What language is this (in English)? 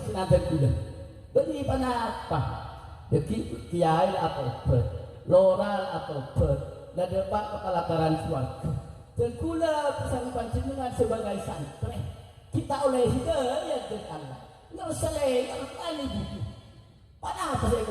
Madurese